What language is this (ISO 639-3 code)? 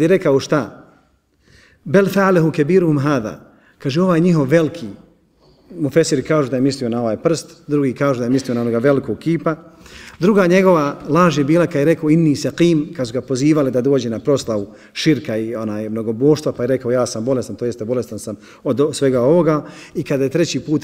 bos